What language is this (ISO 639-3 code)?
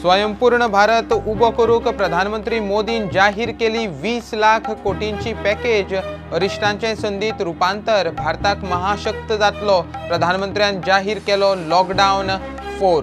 kok